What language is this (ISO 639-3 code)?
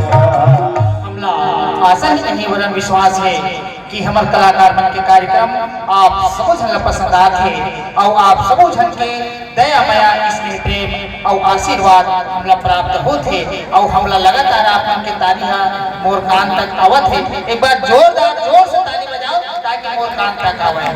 hne